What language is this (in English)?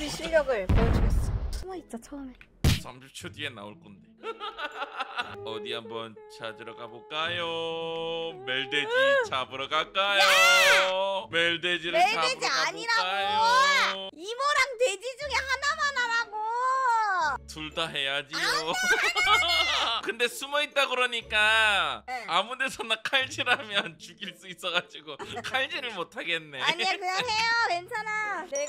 Korean